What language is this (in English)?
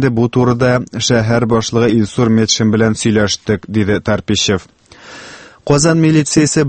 Tatar